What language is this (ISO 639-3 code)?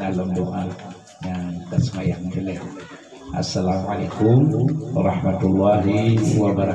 ace